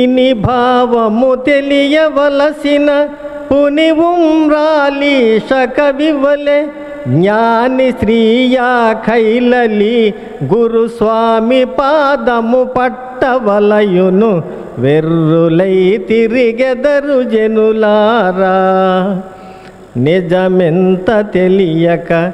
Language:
Telugu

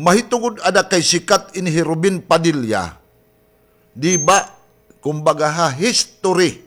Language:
Waray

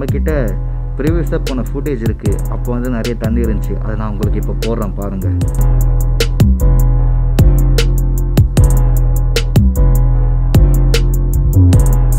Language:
Tamil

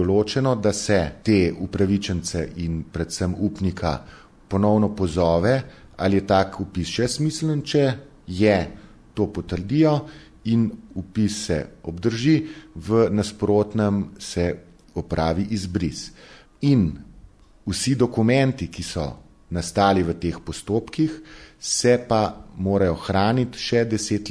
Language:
Slovenian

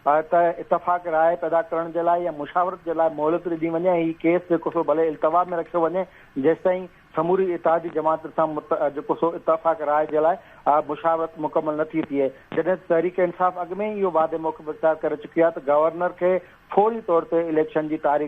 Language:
Sindhi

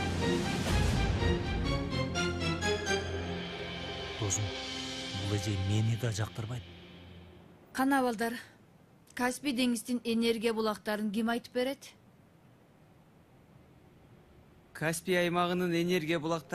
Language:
Kyrgyz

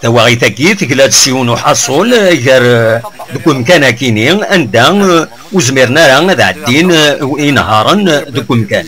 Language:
Kabyle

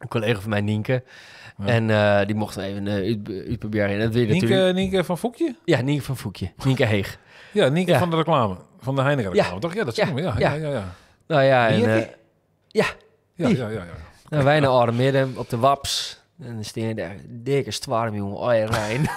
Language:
Western Frisian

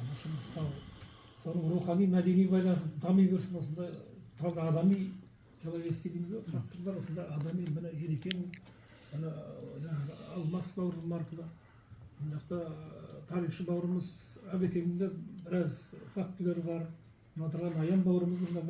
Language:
Kazakh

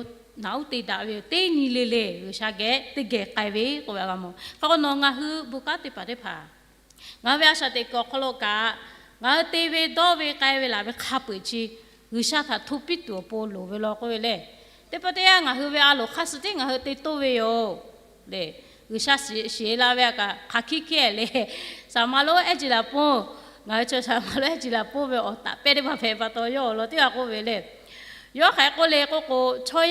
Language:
Lahu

